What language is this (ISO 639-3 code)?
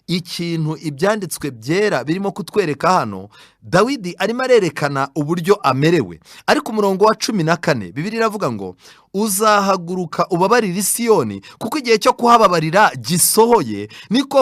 kin